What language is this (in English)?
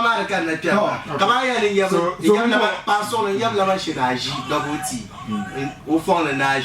Dagbani